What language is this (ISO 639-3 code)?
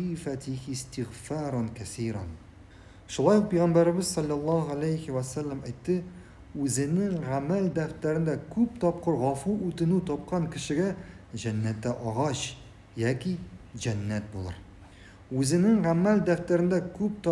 tat